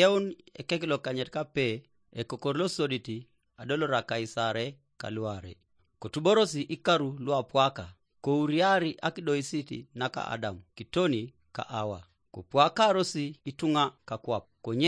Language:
Teso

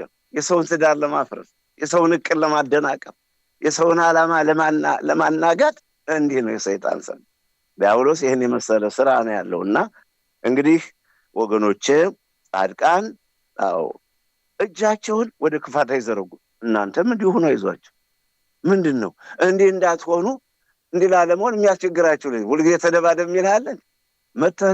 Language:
Amharic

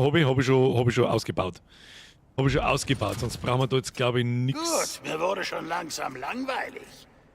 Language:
Bavarian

